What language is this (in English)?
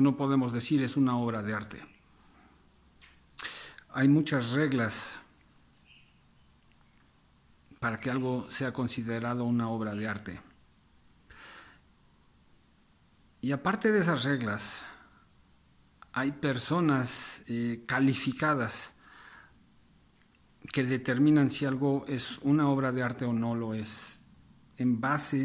Spanish